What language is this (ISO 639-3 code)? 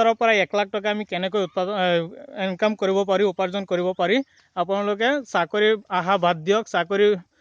asm